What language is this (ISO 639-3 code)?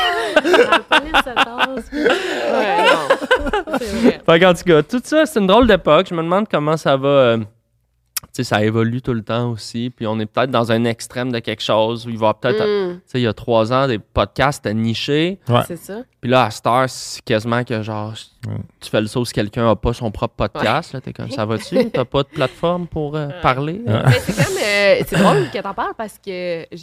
fra